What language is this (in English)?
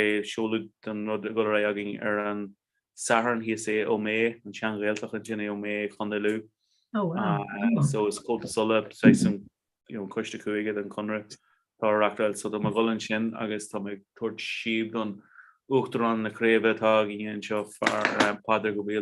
Irish